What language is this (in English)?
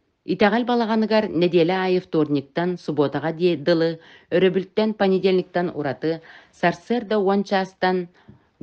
Yakut